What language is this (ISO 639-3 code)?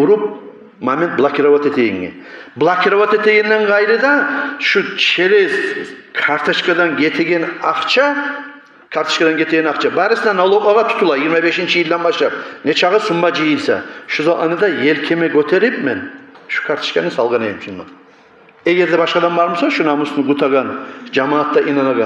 kum